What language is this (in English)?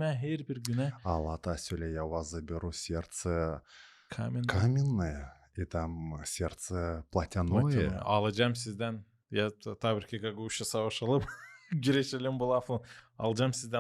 Gagauz